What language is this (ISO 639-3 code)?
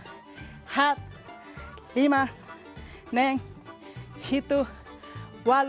tet